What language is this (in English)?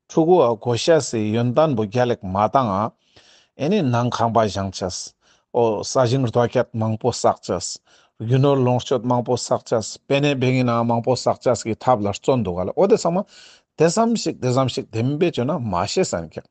Ladakhi